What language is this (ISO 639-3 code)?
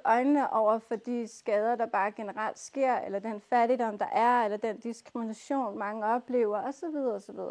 dan